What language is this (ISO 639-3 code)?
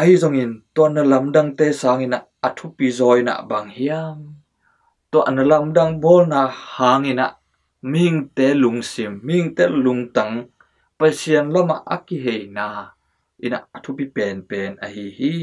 ctd